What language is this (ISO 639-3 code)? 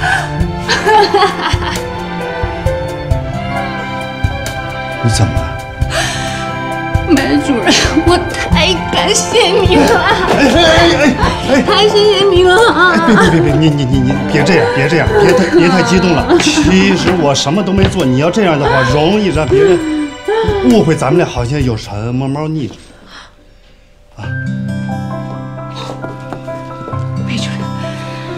zho